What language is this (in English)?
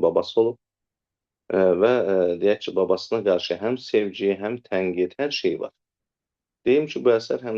Azerbaijani